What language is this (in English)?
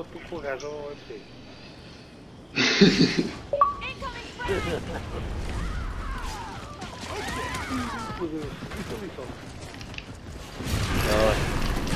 Portuguese